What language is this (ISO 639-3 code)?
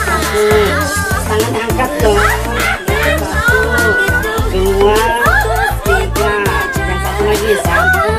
bew